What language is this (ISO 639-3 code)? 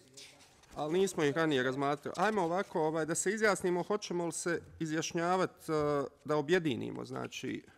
bos